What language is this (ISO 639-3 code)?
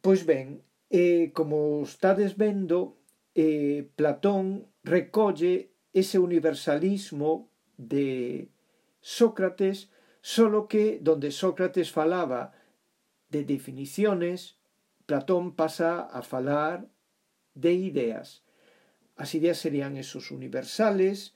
glg